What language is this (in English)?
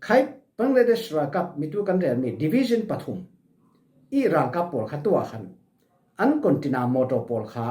Falam Chin